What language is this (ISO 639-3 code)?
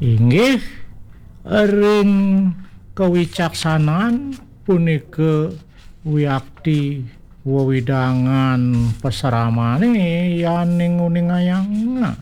ban